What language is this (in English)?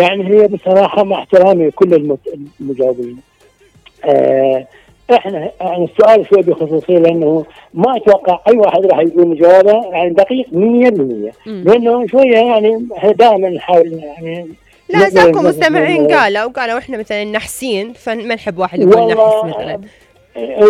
Mesopotamian Arabic